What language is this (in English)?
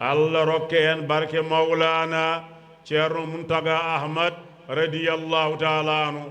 Fula